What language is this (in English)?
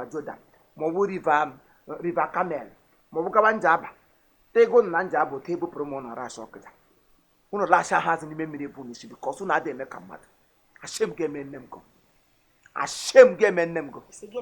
Igbo